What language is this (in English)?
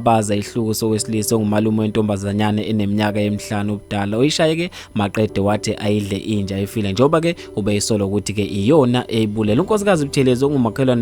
Zulu